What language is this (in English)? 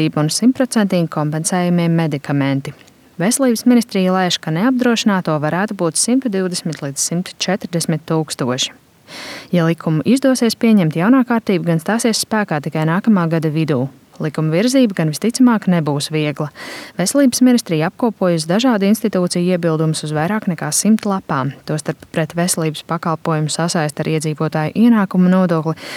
Latvian